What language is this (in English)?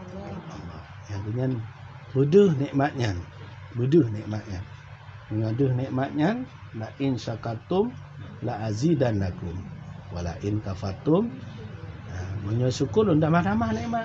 Achinese